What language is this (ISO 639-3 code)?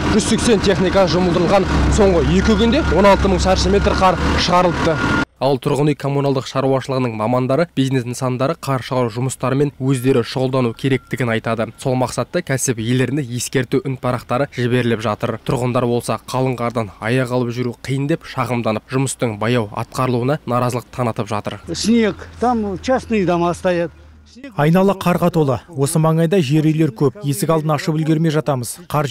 kaz